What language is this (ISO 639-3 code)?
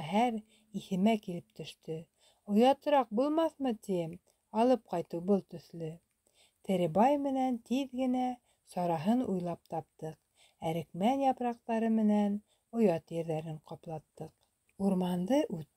bak